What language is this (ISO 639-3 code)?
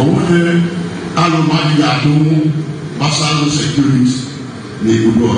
ibo